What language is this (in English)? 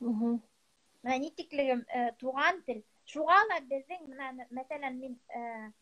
Bashkir